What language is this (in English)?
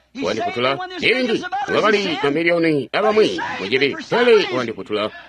Tonga (Zambia)